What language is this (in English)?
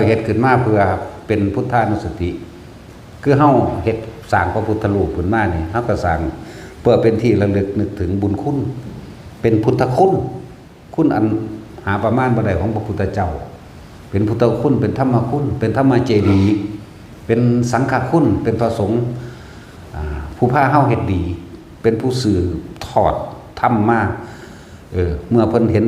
Northeastern Thai